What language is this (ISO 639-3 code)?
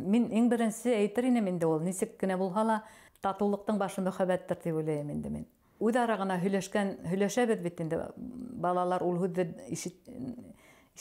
bak